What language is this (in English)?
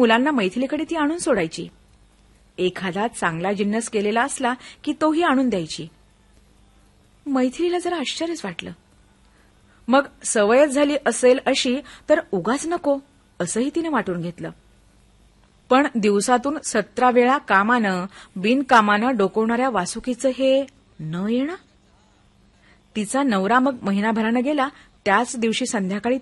Marathi